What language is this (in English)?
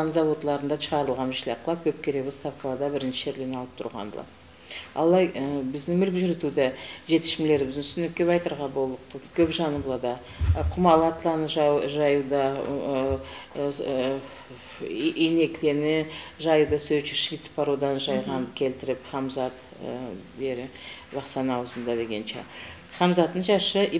Karachay-Balkar